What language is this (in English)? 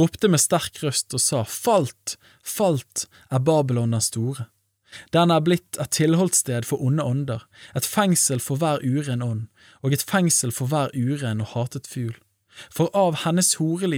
Norwegian